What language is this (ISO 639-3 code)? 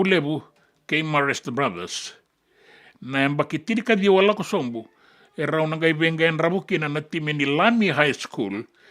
fij